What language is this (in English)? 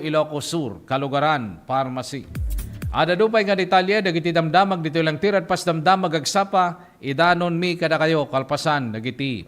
Iloko